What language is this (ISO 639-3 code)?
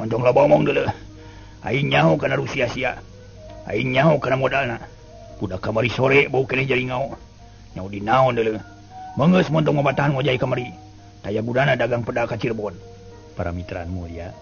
sun